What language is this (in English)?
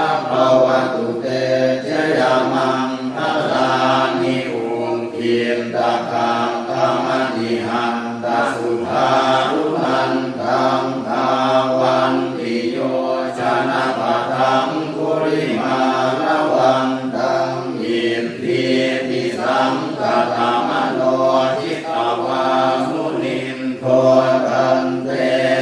Pali